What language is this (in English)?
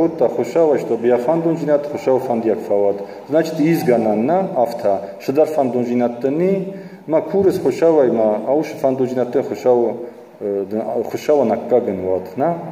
Ossetic